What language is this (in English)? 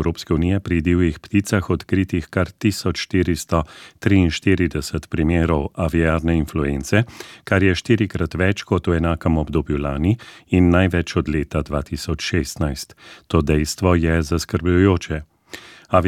Slovenian